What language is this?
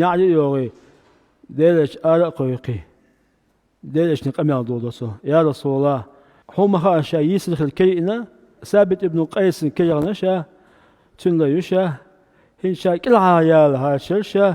Chechen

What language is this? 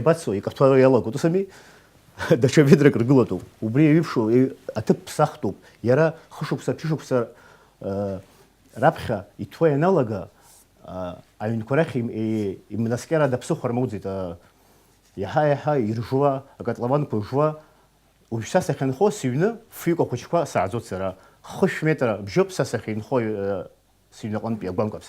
Abkhazian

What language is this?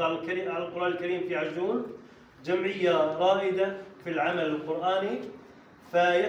Arabic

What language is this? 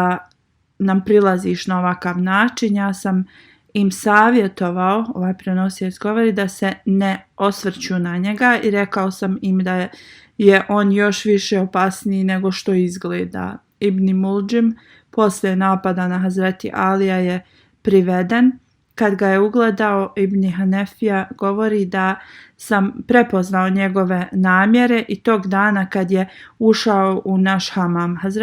Bosnian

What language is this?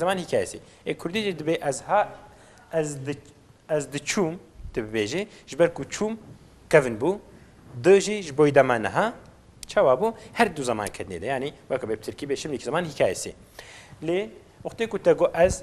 Kurdish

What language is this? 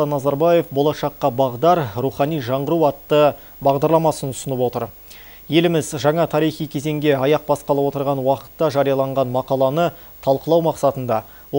Kazakh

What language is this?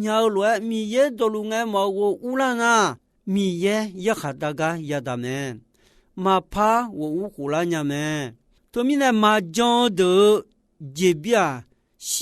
Akha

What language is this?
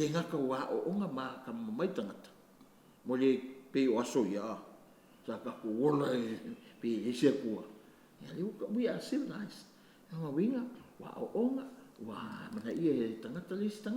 Samoan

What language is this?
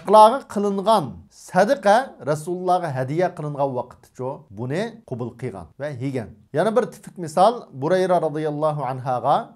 Uyghur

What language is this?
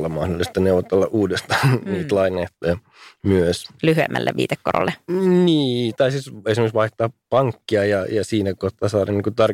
Finnish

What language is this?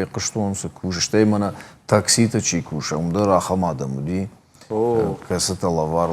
Ossetic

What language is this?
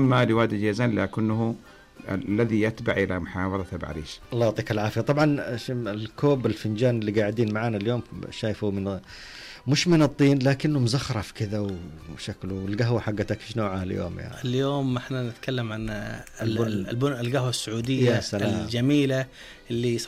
Najdi Arabic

